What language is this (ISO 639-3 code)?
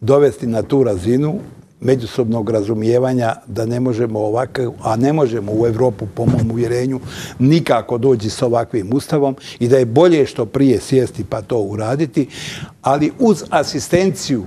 bos